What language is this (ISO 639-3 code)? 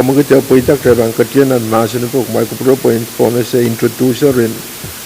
pon